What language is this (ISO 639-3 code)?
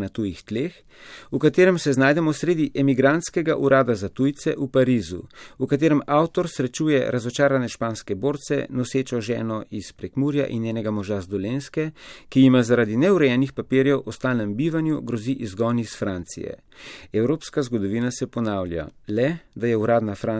slv